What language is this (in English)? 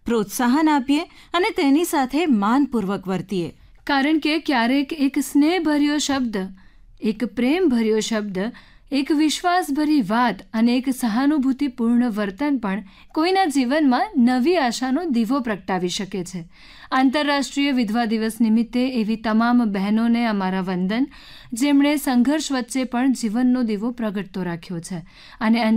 Gujarati